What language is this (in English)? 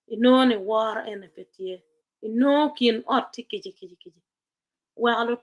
Acoli